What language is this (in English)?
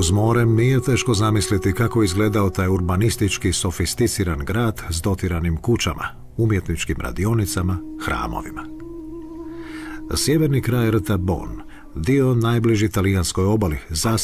Croatian